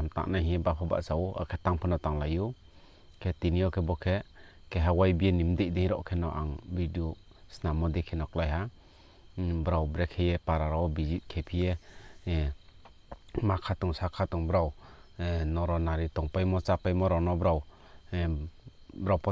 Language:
Riang (India)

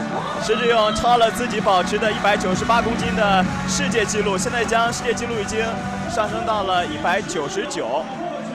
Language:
Chinese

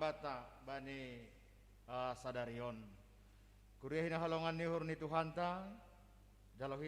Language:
Batak Simalungun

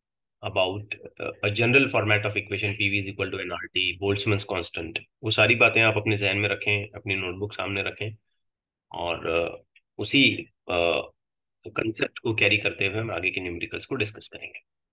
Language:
Hindi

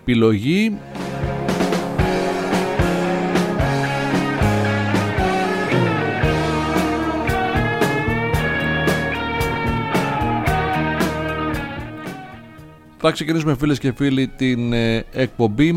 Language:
Greek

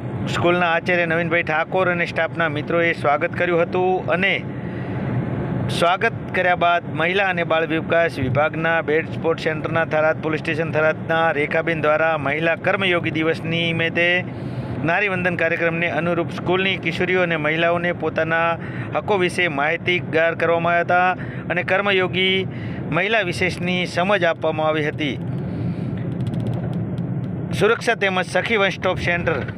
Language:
Gujarati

